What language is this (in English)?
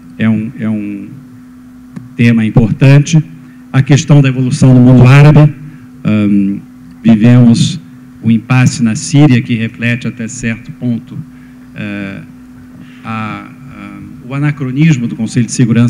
Portuguese